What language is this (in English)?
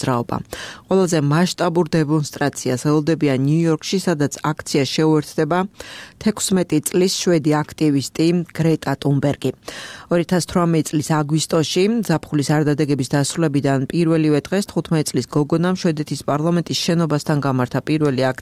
Georgian